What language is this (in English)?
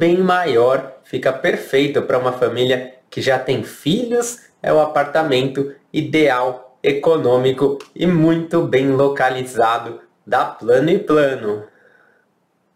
Portuguese